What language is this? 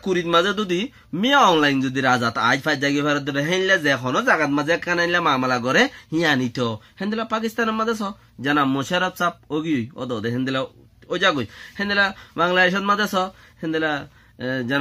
Rohingya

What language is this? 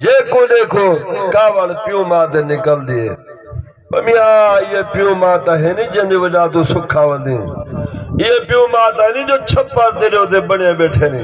Saraiki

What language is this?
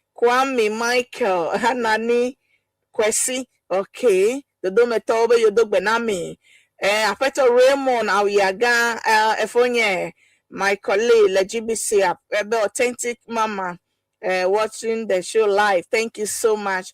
Ewe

